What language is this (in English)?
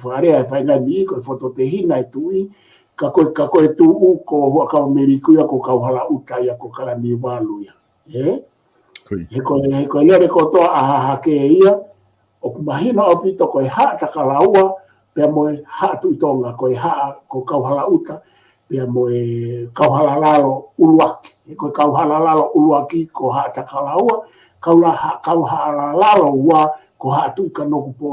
Tongan